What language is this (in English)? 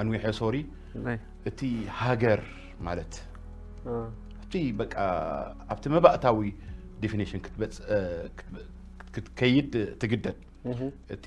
Tigrinya